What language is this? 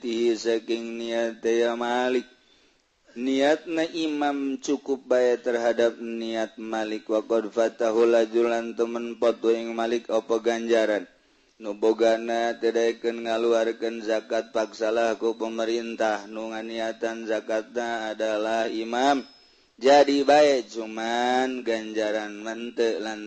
Sundanese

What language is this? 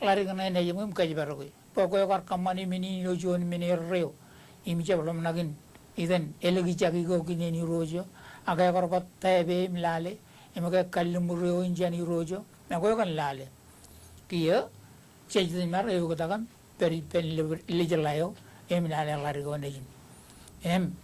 Marshallese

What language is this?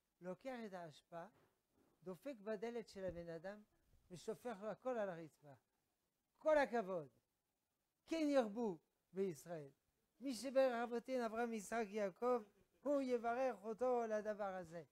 Hebrew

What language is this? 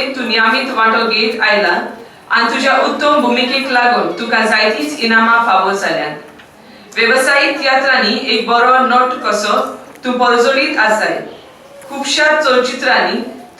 Konkani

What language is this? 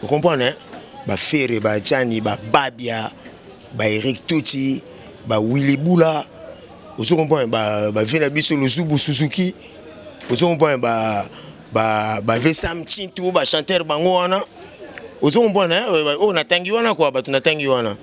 Lingala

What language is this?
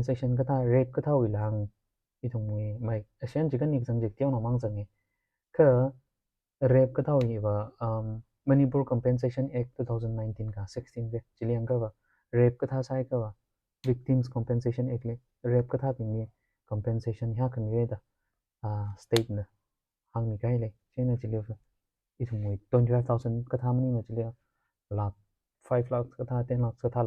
Tangkhul Naga (India)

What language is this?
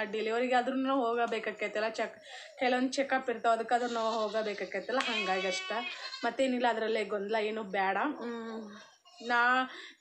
Kannada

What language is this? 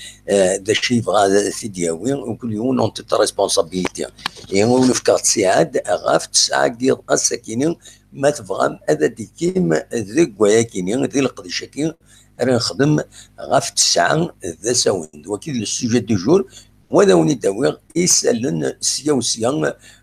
Kabyle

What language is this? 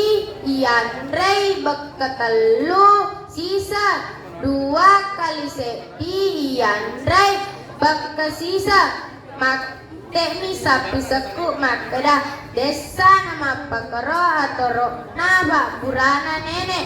Buginese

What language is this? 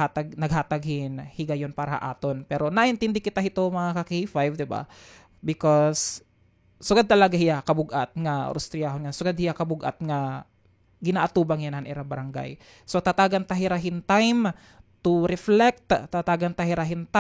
Waray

